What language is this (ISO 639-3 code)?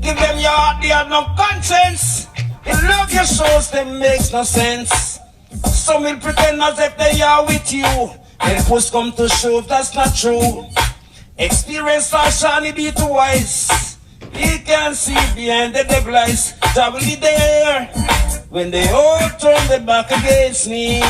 jam